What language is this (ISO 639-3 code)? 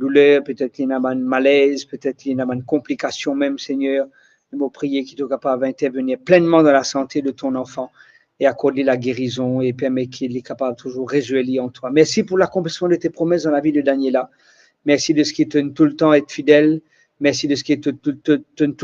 mfe